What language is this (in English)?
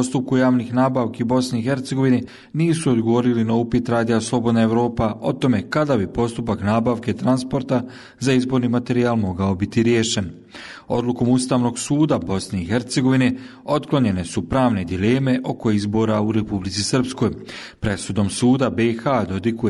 Bosnian